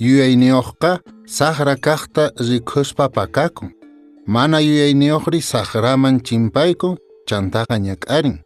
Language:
Quechua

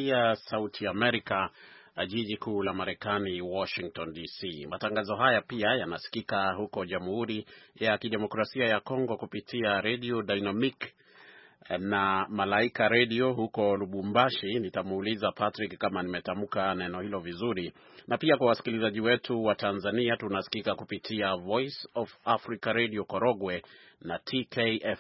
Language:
Swahili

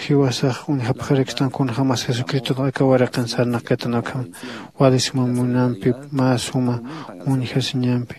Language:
Aymara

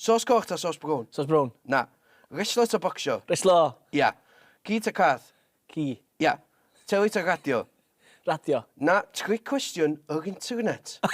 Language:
Welsh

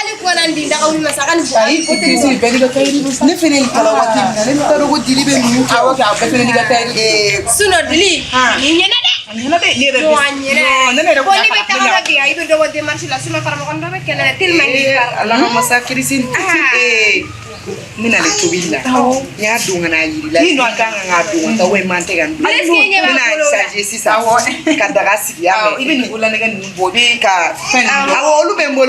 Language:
Bambara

